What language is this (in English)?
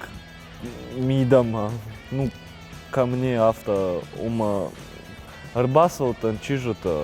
Ossetic